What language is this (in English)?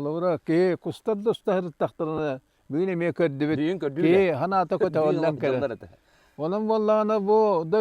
Yakut